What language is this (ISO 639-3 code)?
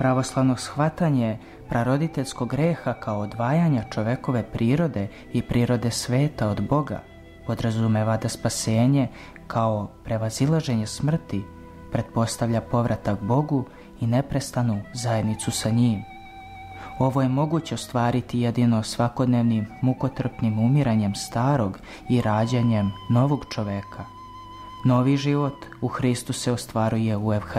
srp